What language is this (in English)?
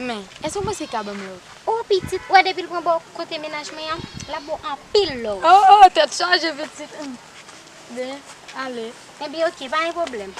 Haitian Creole